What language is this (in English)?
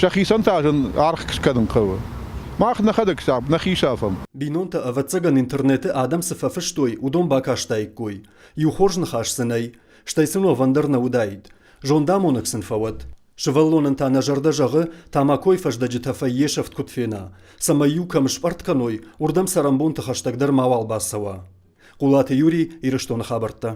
Ossetic